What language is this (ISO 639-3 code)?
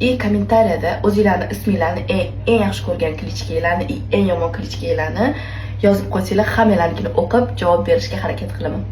uzb